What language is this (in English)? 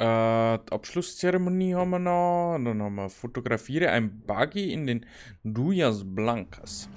Bavarian